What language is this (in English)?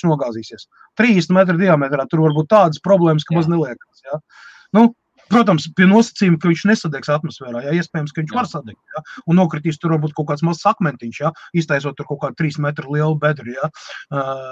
Latvian